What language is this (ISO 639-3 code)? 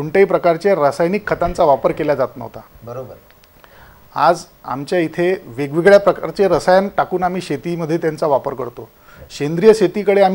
mar